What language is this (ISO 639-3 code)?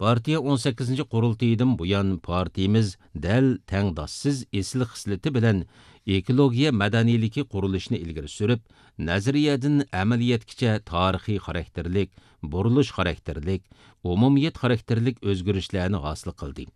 uig